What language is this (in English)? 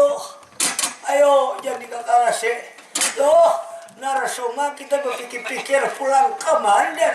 Banjar